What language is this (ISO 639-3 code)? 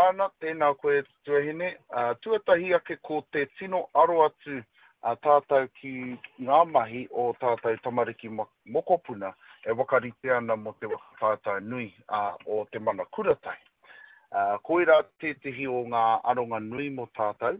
mri